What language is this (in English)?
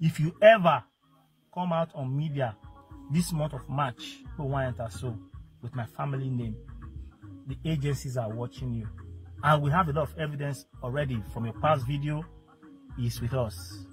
Nigerian Pidgin